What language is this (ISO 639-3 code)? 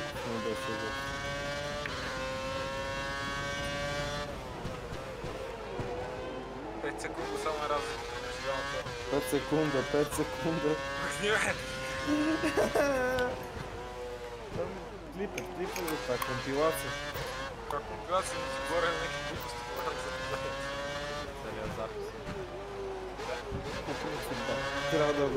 bul